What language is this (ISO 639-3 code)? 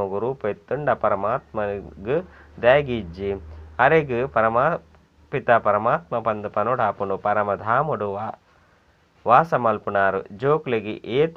tcy